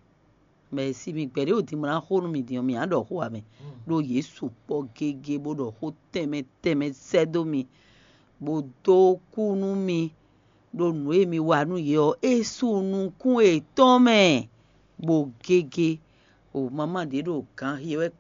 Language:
Fon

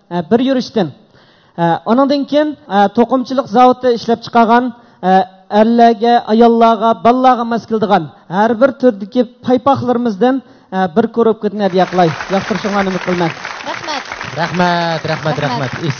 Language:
Uyghur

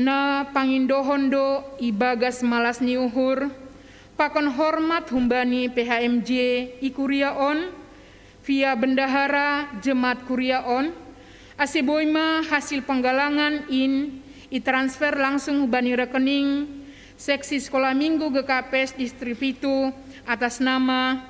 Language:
Batak Simalungun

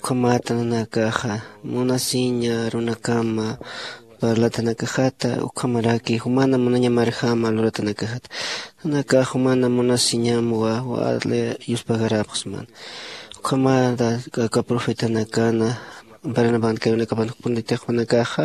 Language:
Aymara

